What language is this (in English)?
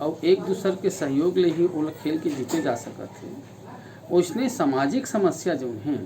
Chhattisgarhi